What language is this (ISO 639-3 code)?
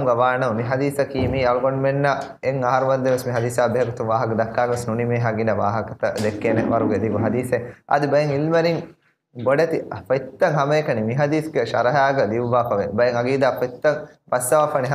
div